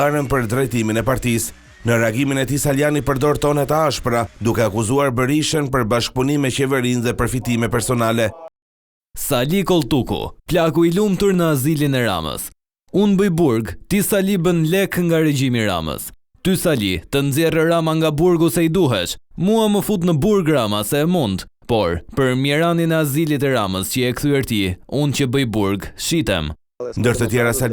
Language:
Albanian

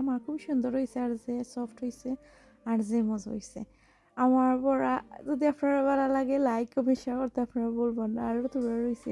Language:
Sylheti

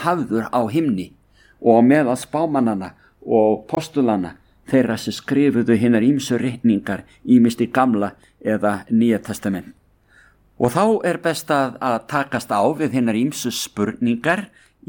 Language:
Icelandic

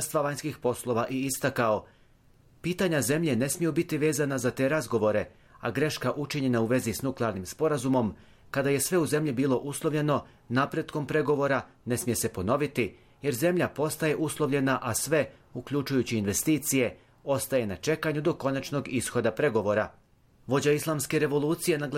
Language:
Bosnian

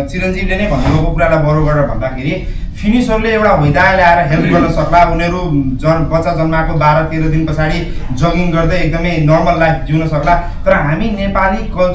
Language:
Nepali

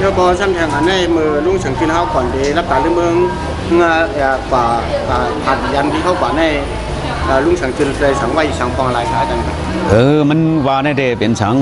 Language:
Shan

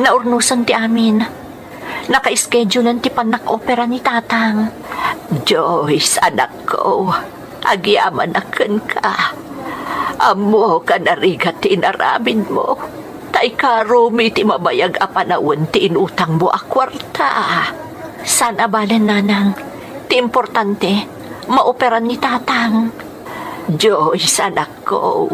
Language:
Iloko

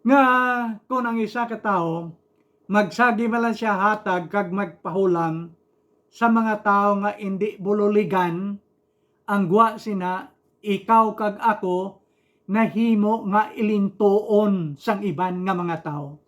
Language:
Hiligaynon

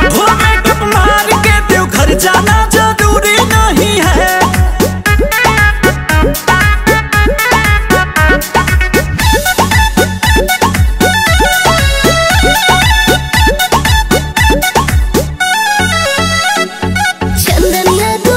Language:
Bhojpuri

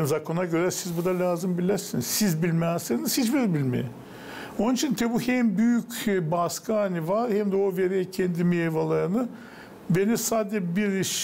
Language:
Gagauz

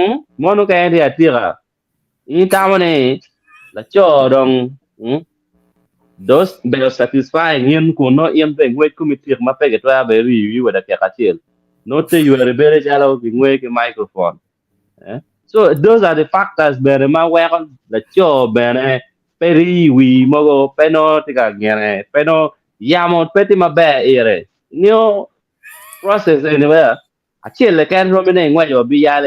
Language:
Acoli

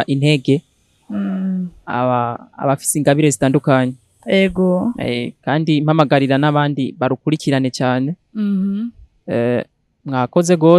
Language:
Rundi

